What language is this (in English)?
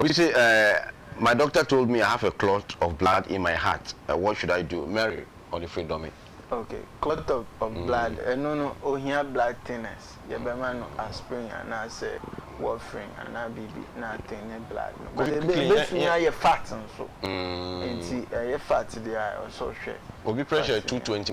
Akan